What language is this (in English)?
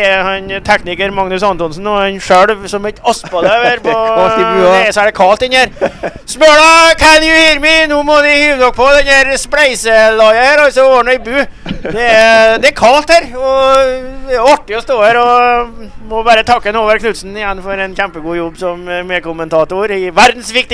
Norwegian